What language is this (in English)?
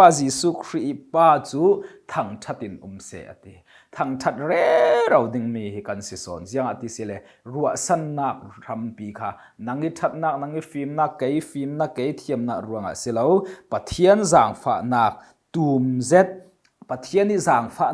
Falam Chin